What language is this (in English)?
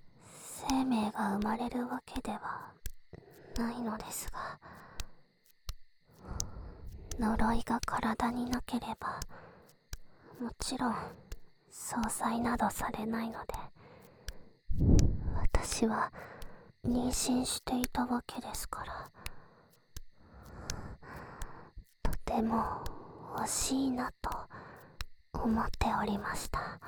Japanese